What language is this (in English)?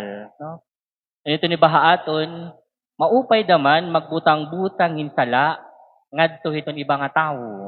Waray